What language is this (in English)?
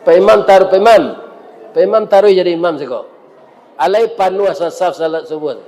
Minangkabau